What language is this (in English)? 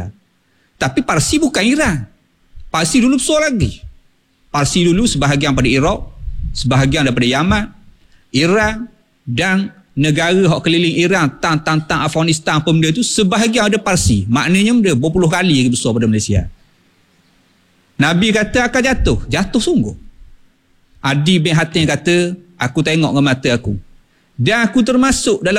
Malay